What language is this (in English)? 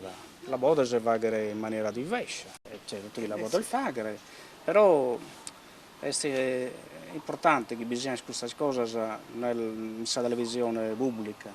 Sardinian